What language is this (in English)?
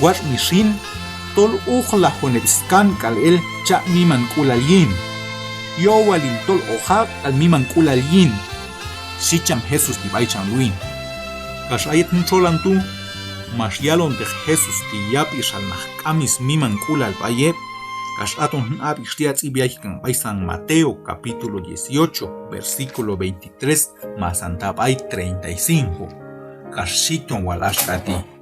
Q'anjob'al